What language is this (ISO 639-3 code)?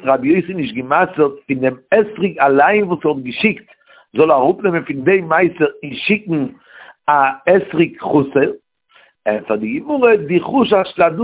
yid